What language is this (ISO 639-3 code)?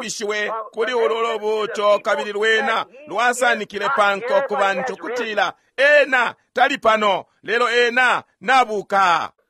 bem